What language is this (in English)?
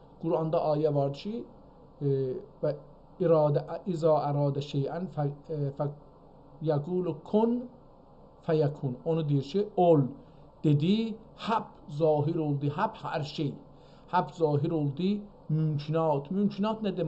South Azerbaijani